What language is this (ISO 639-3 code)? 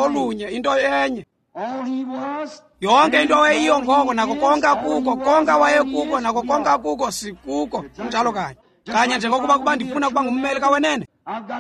xho